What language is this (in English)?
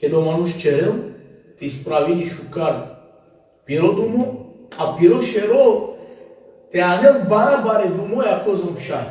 Balkan Romani